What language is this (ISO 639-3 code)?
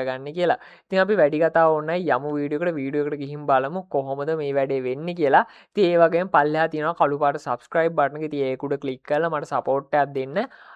sin